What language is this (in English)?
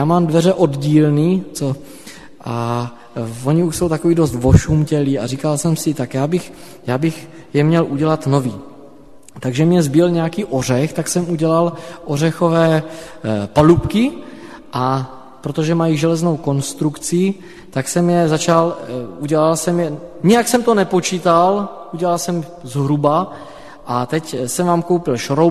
Czech